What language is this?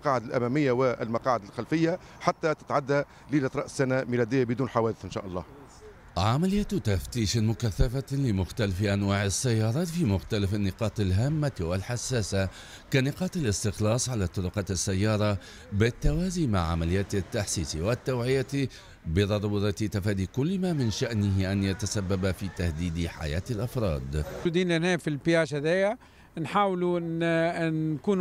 Tunisian Arabic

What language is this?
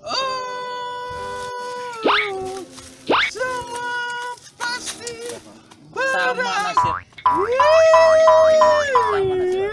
Banjar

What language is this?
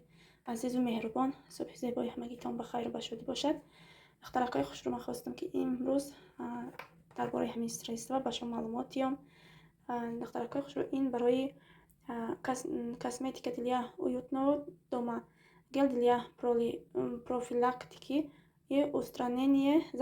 Tajik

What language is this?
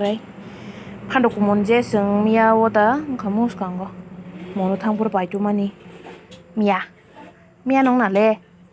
Kok Borok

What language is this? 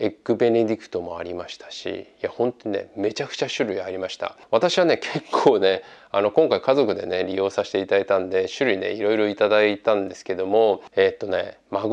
Japanese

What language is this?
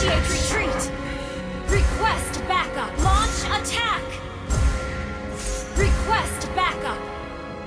English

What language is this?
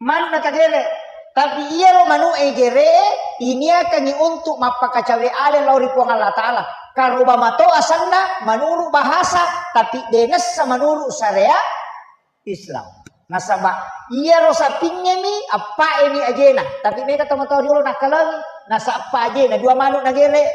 Buginese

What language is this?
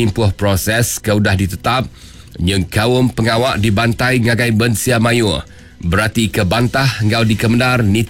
Iban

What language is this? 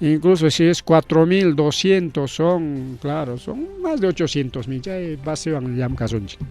Ayacucho Quechua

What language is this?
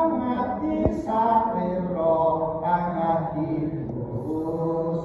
Javanese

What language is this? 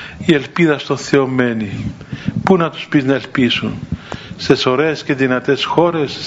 Greek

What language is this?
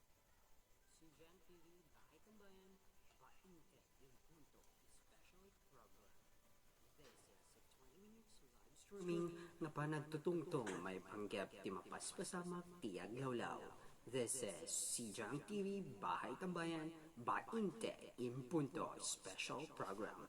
Iloko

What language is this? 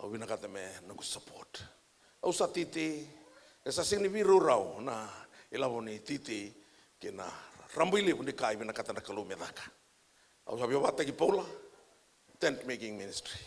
Fijian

